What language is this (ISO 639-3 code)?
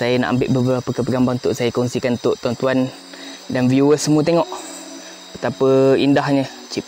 msa